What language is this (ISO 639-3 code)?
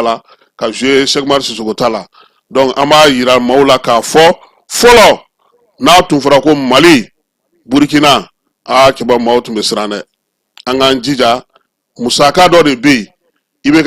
bam